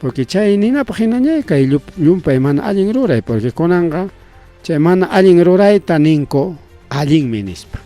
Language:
Ayacucho Quechua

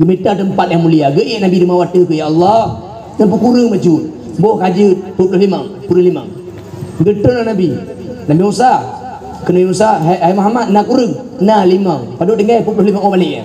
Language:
Achinese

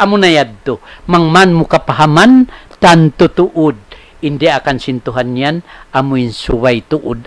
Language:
Tausug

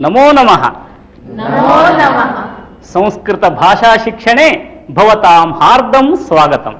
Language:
Sanskrit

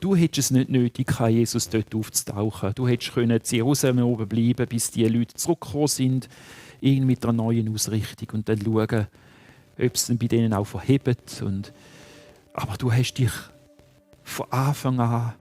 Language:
Swiss German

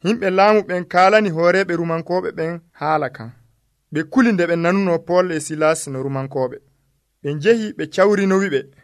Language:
Nigerian Fulfulde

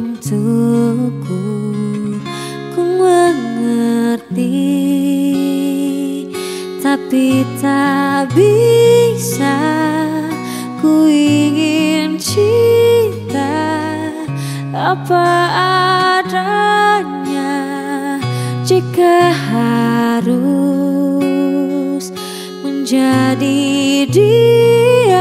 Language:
Indonesian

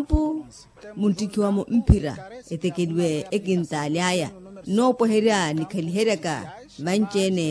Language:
Makhuwa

